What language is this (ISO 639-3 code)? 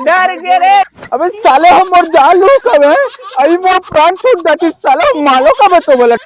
hne